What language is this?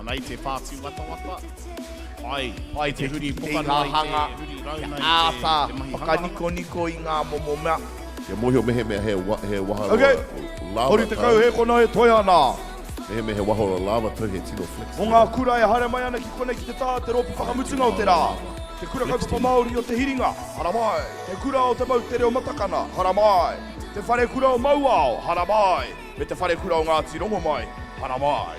Māori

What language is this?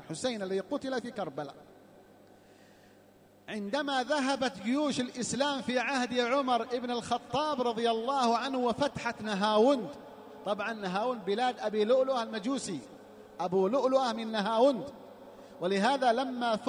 Arabic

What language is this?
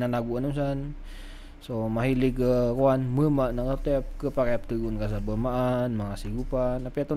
Maranao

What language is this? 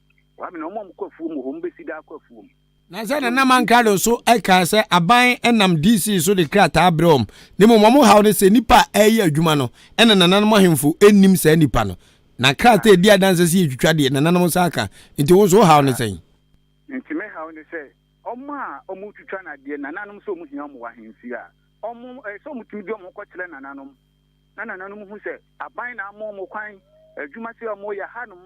Akan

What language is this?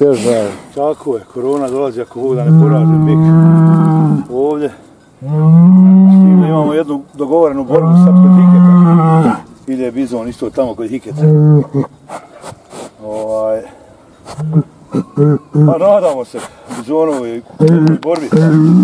Bosnian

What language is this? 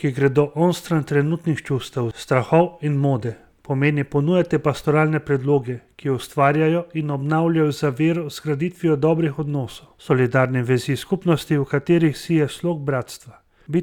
Slovenian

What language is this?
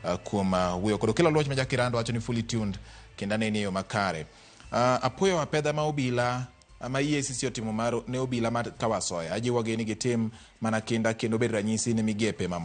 Luo (Kenya and Tanzania)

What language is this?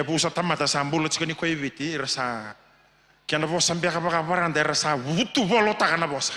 Fijian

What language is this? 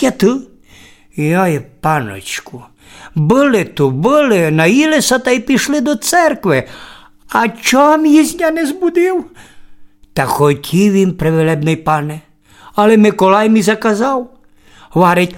Rusyn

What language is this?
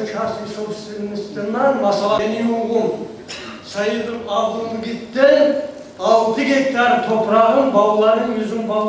Kumyk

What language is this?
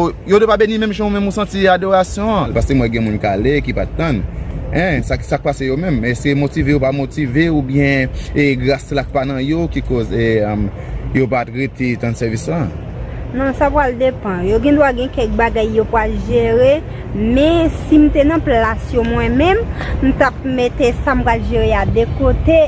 Haitian Creole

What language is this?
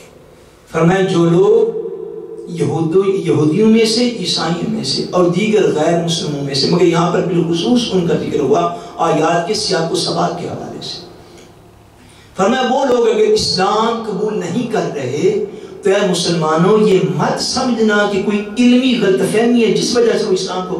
Urdu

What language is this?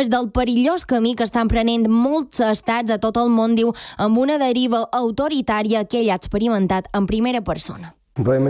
Catalan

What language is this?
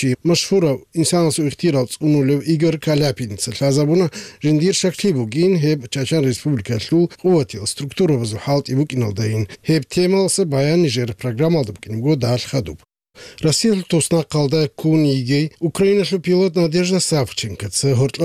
Avaric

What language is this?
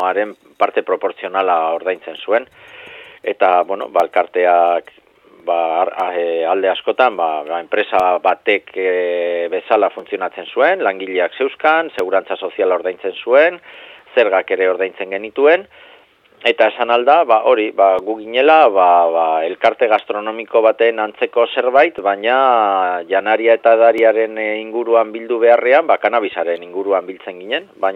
Basque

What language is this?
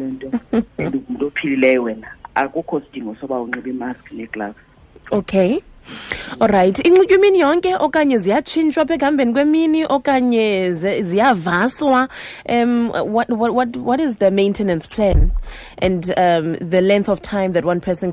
Xhosa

